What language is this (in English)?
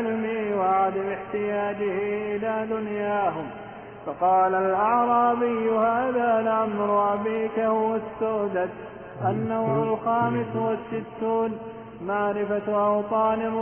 Arabic